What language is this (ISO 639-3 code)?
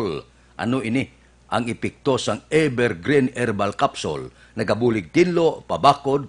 hil